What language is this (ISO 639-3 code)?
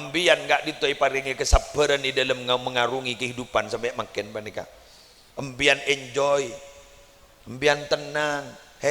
mad